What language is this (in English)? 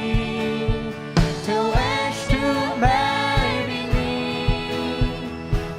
Faroese